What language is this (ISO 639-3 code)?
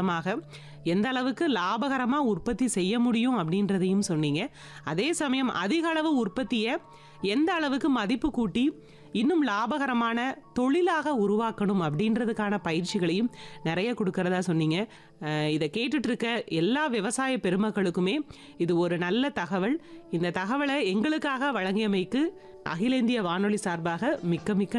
tam